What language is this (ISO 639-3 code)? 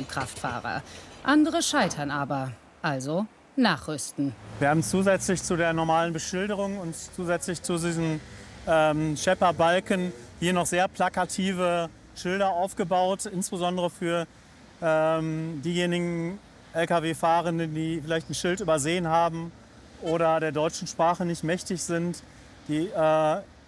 deu